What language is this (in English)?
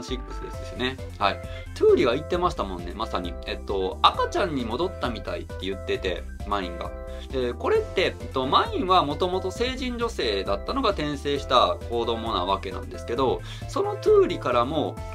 Japanese